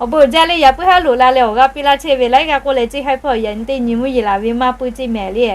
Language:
Lahu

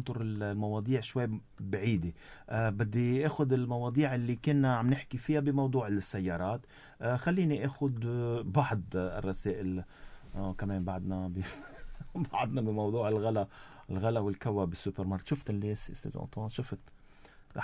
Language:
North Levantine Arabic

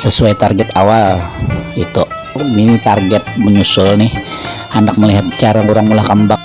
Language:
Banjar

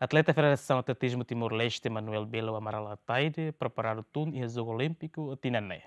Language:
Tetum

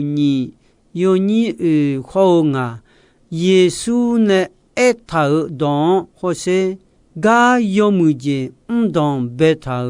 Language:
Akha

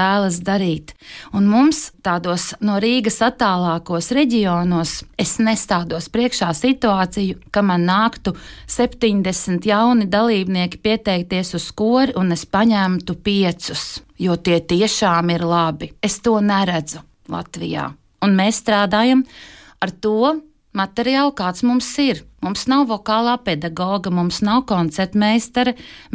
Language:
Latvian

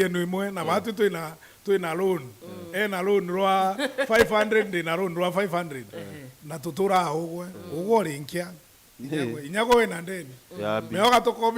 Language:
Meru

